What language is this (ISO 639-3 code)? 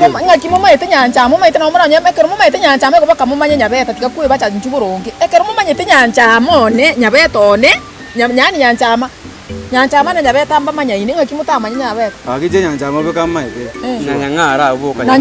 guz